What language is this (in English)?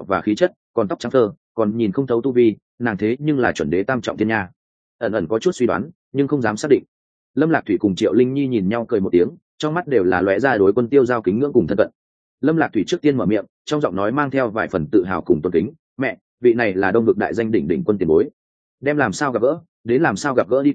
Vietnamese